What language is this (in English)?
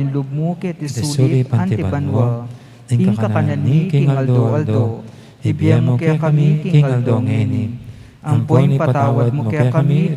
Pampanga